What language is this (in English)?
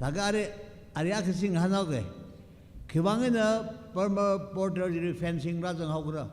Tangkhul Naga (India)